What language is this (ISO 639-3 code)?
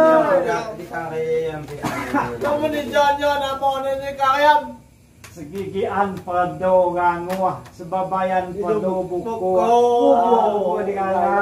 abl